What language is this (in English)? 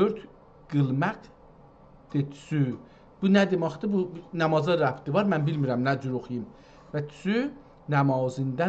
South Azerbaijani